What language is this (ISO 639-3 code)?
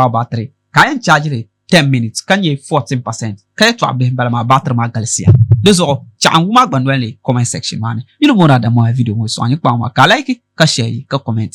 dag